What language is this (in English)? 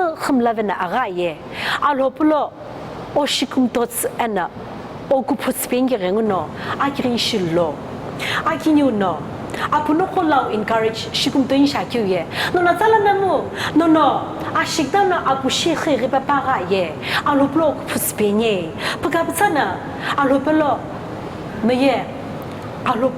Sumi Naga